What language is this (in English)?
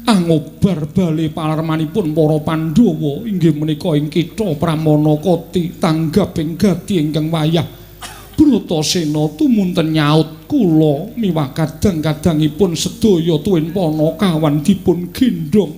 Javanese